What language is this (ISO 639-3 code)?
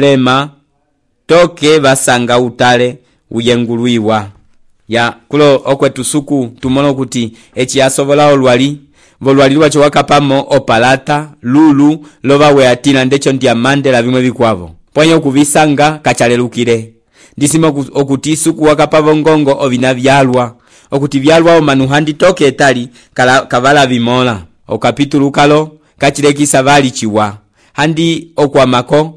umb